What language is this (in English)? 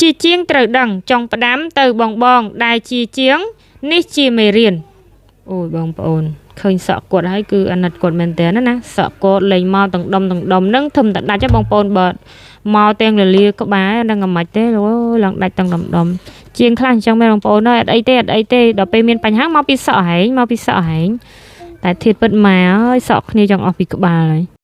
Khmer